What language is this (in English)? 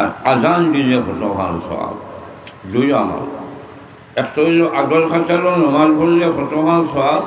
Sylheti